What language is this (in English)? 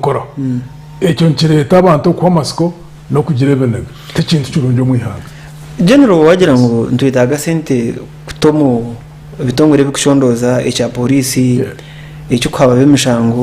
Nyankole